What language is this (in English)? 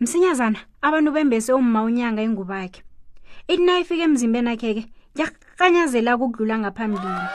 South Ndebele